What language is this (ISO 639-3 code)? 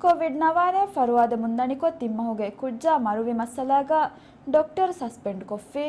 div